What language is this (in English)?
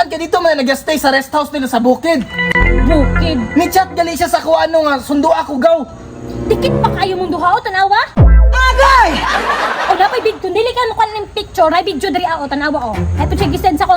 Cebuano